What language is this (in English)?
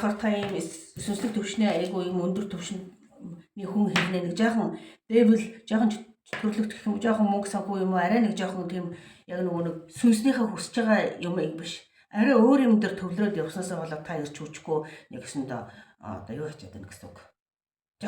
Mongolian